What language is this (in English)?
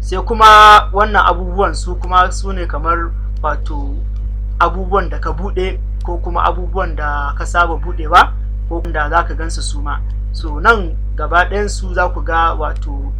Hausa